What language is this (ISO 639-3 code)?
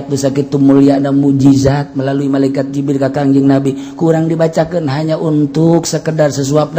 sun